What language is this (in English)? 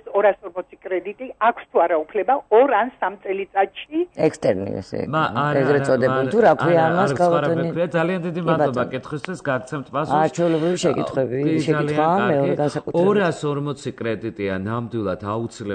Georgian